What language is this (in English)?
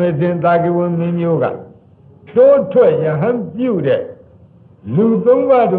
Burmese